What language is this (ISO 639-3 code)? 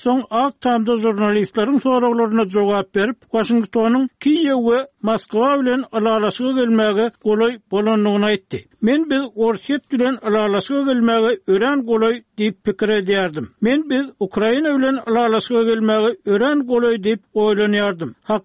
tuk